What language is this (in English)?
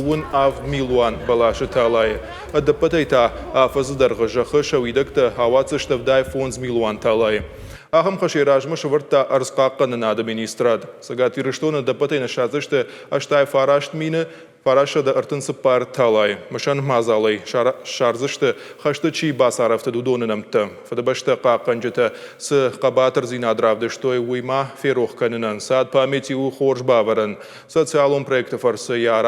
Ossetic